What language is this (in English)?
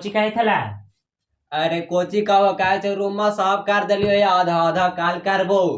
Magahi